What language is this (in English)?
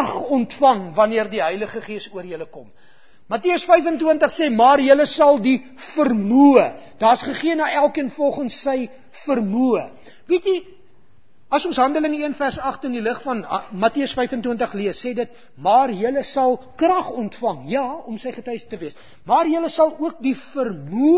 Afrikaans